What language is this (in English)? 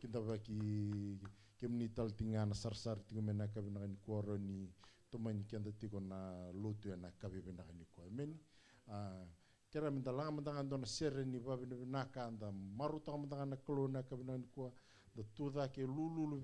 Fijian